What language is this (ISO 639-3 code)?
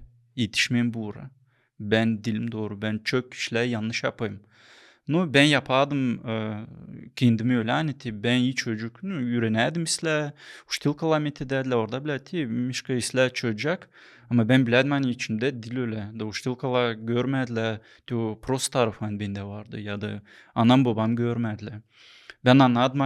gag